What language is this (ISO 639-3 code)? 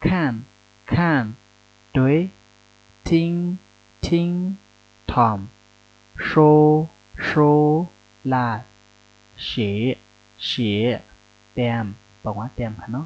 shn